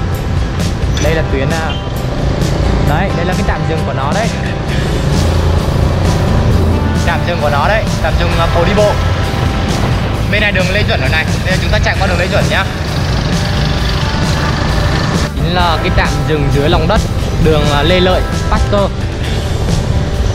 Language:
Vietnamese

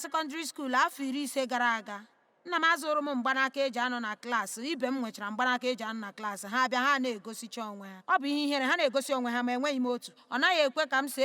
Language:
Igbo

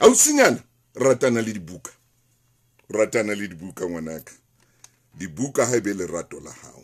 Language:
Southern Sotho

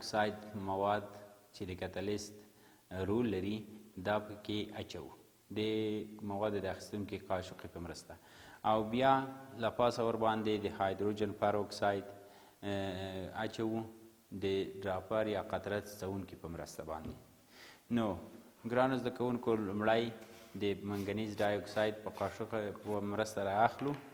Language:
Pashto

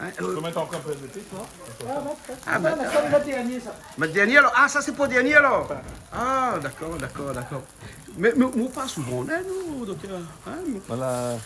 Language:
Réunion Creole French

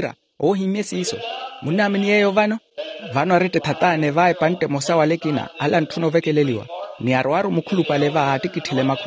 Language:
Makhuwa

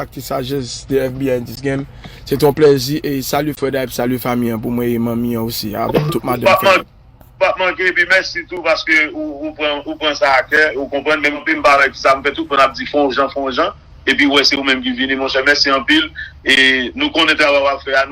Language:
Haitian Creole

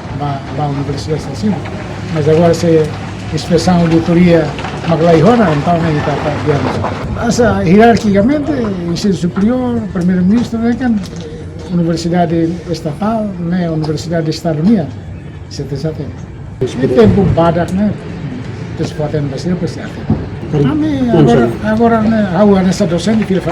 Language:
Tetum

